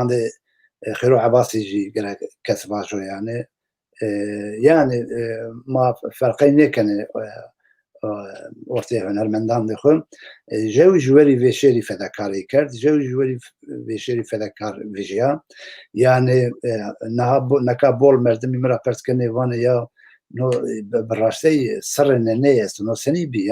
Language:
Zaza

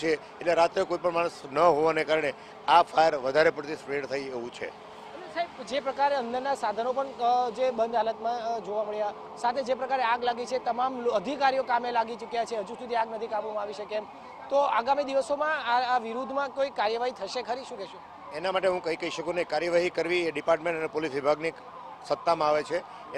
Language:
Gujarati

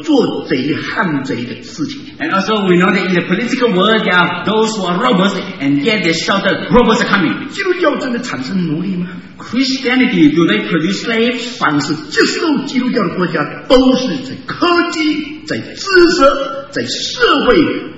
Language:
Chinese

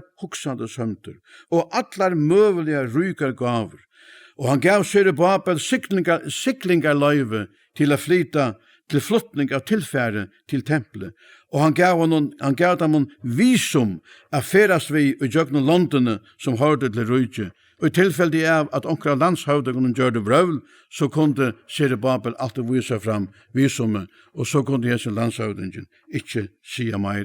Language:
Faroese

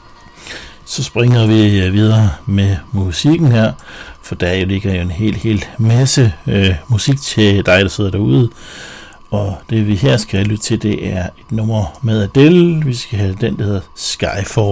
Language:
Danish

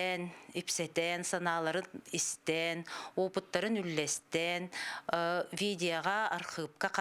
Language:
Yakut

